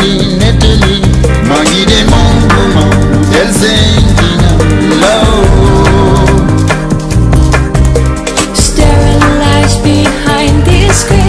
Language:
English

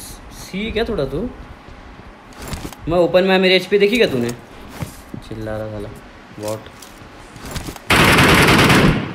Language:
Hindi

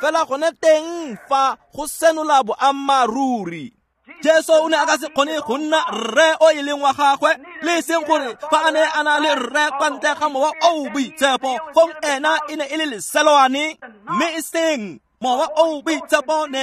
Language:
Tswana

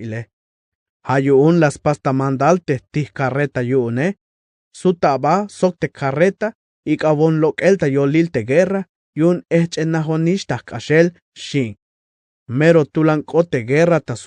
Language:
Tzeltal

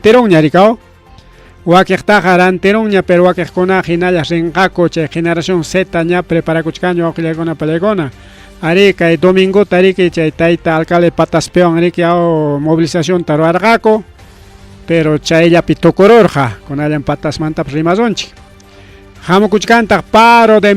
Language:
Ayacucho Quechua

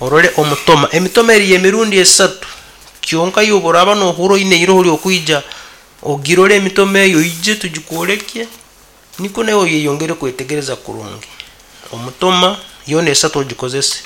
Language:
Nyankole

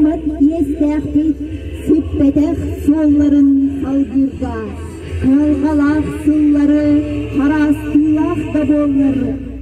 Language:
Yakut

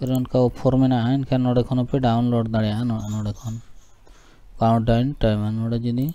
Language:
Santali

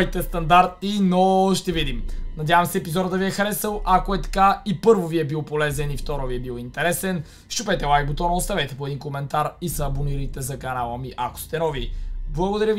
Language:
Bulgarian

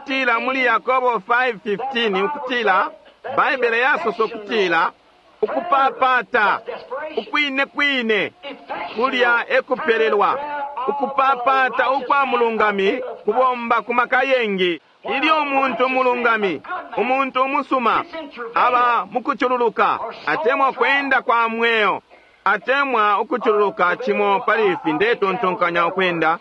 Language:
Bemba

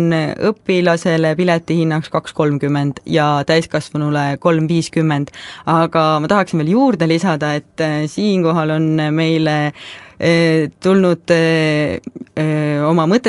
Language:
Estonian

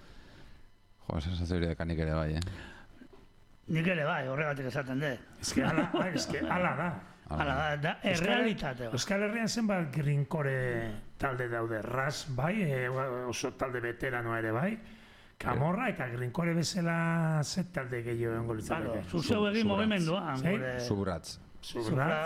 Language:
Basque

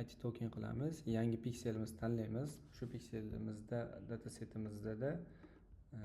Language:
Uzbek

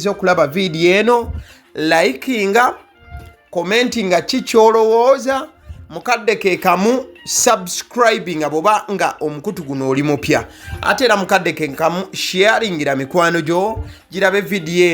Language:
Ganda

